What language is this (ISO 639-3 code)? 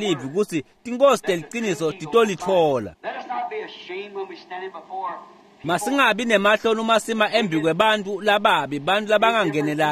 ssw